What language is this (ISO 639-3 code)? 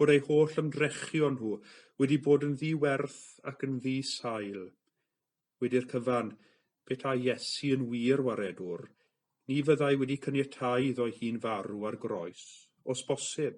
cym